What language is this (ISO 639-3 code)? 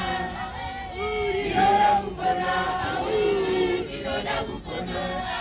sna